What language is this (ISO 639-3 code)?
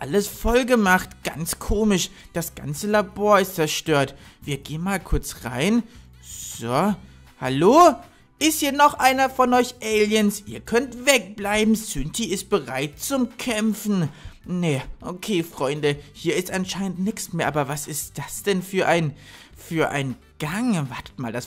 deu